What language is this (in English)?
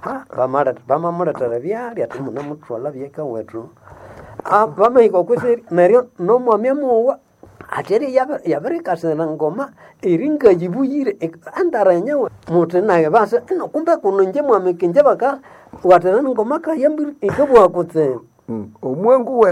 Nande